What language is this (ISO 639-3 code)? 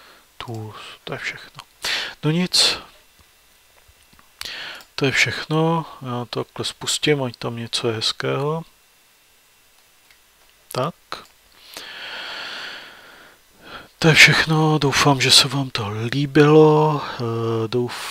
ces